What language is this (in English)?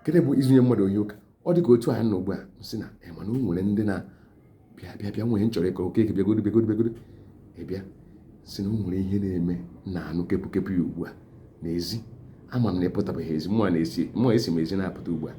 Igbo